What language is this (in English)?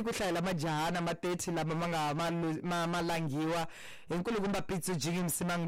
Tsonga